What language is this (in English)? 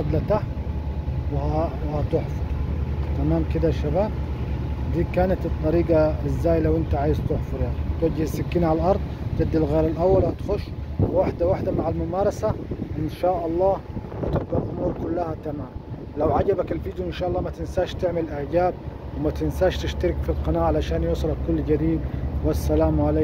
Egyptian Arabic